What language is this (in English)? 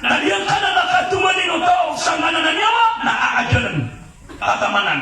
Maranao